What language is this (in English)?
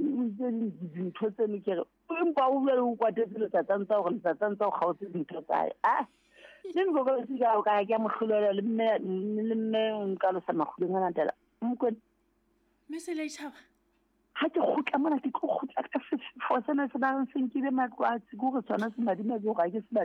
Southern Sotho